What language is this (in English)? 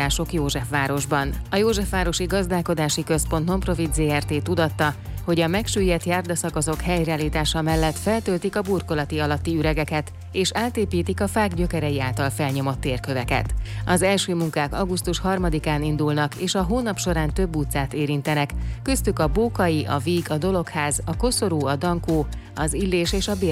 Hungarian